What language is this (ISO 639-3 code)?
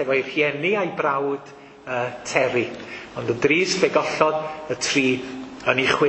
cym